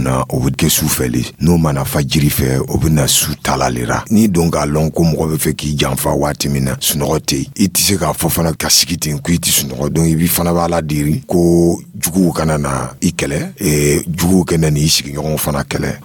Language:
Dyula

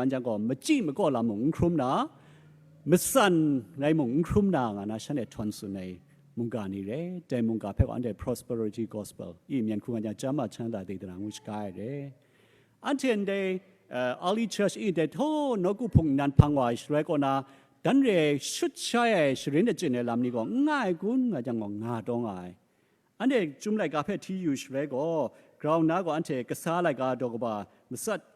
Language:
Kachin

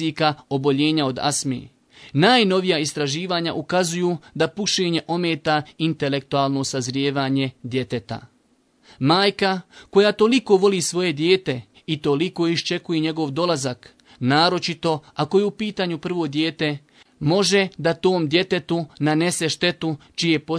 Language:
Bosnian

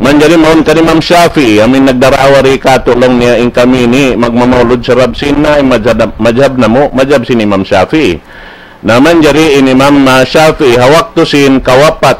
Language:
Tausug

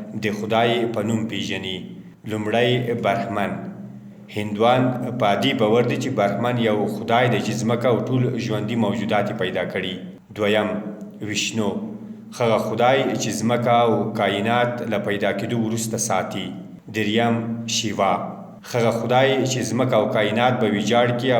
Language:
Pashto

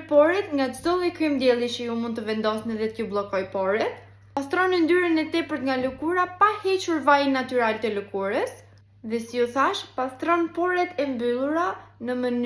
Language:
Albanian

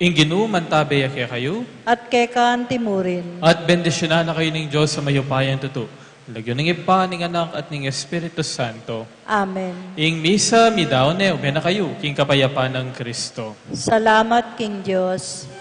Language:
Pampanga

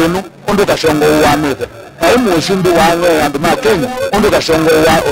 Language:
Kamba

